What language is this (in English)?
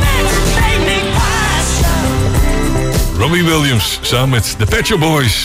Dutch